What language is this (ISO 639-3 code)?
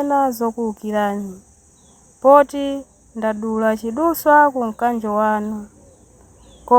nya